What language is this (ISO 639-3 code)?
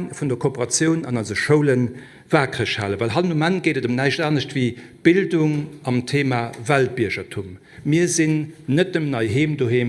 ltz